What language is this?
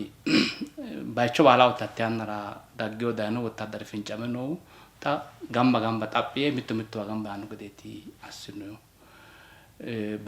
Sidamo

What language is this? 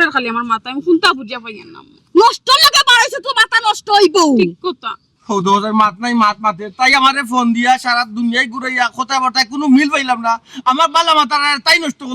Sylheti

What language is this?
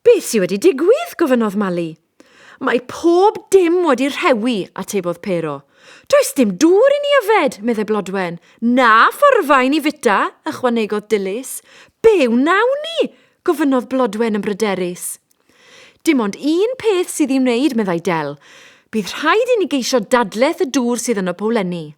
Welsh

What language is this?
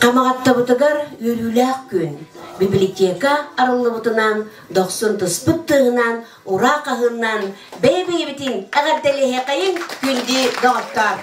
Yakut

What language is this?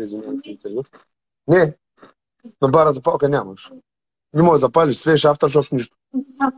Bulgarian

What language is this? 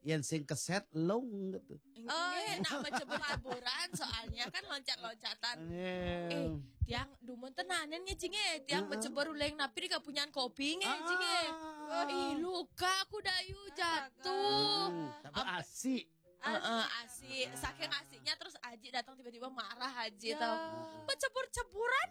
Balinese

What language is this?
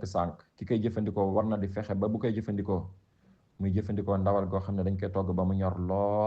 Wolof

